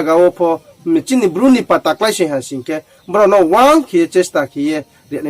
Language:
Riang (India)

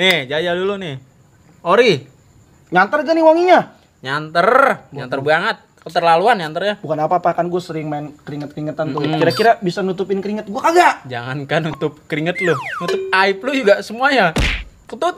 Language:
Betawi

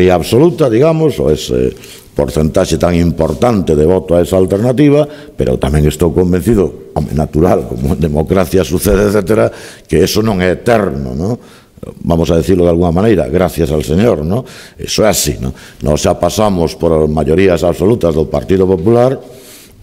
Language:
Galician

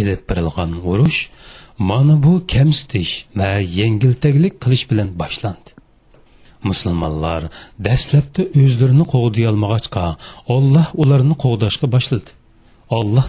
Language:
Uyghur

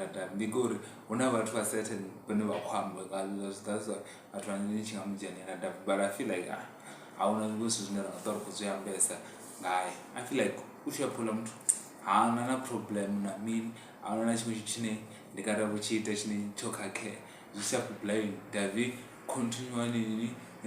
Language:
Venda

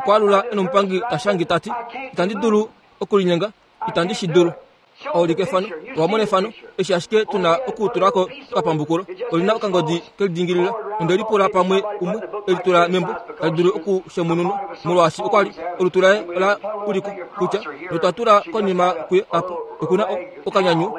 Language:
Kuanyama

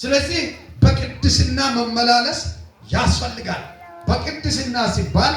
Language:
Amharic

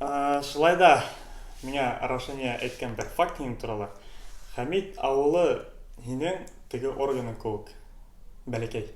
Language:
Bashkir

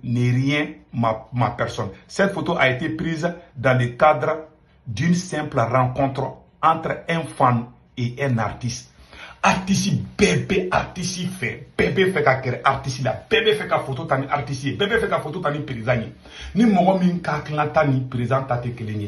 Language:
Bambara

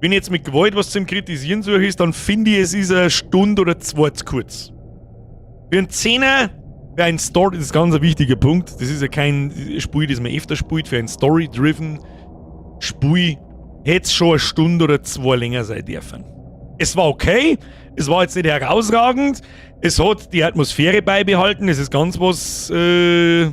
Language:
Bavarian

